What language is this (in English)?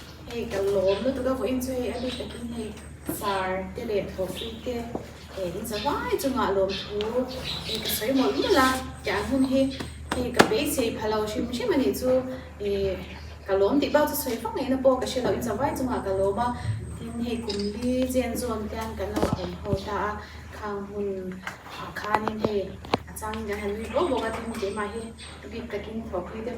Mizo